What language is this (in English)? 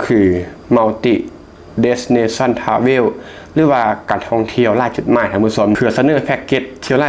Lao